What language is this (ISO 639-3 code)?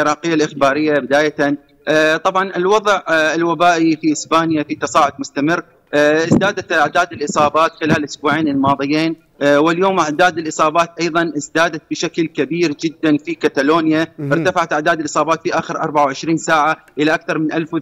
ara